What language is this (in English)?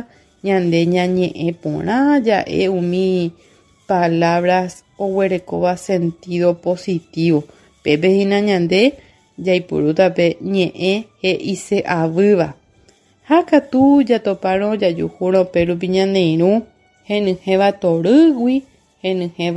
Guarani